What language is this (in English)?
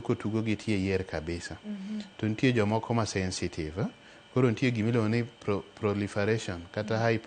Luo (Kenya and Tanzania)